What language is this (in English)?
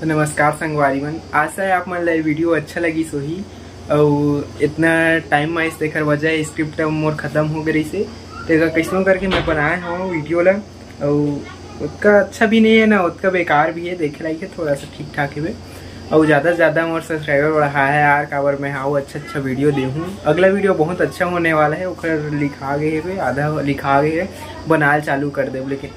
Chhattisgarhi